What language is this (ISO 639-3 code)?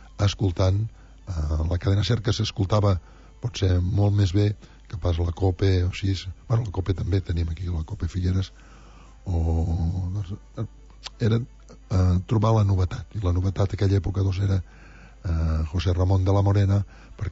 cat